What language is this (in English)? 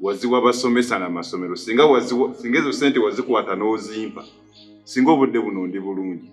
Ganda